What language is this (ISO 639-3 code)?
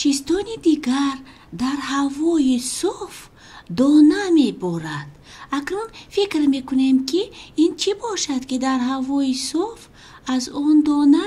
tgk